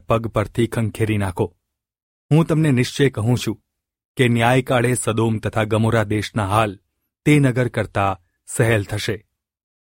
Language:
Gujarati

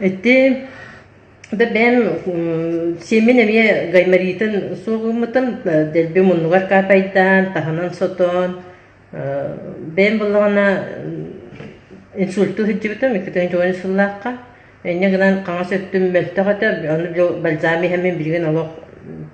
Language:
Yakut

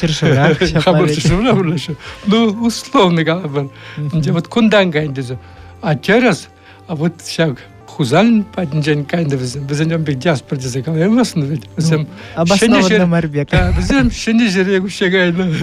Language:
Chuvash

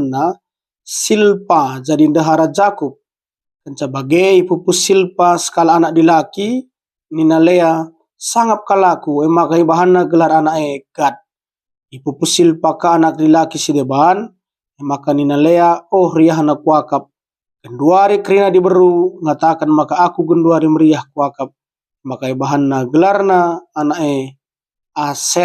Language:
Batak Karo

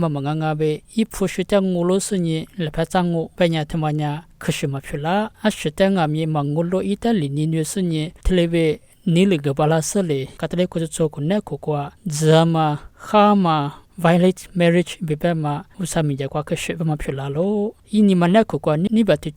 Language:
Lisu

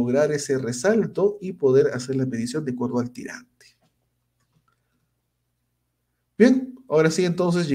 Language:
Spanish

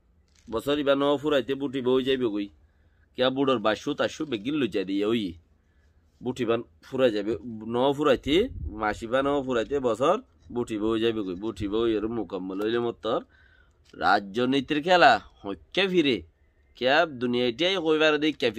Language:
Rohingya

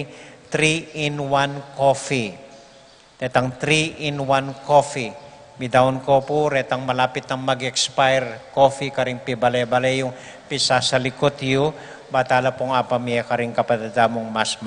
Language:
Pampanga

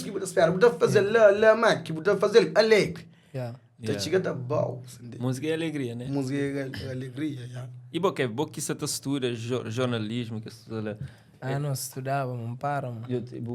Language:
Kabuverdianu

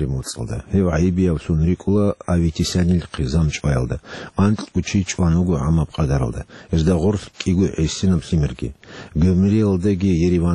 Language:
Avaric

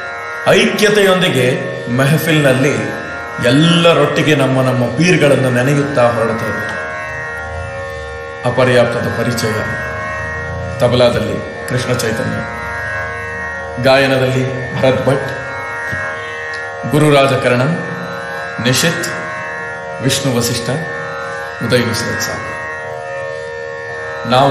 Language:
Kannada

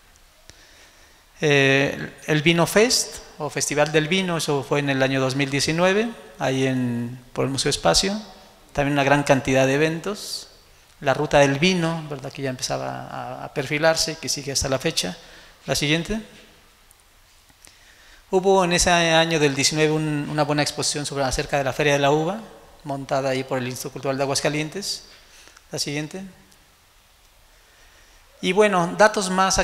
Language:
Spanish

